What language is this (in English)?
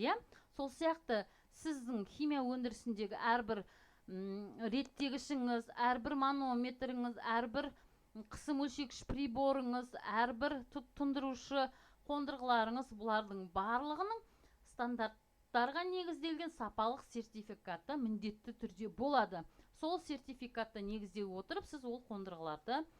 Kazakh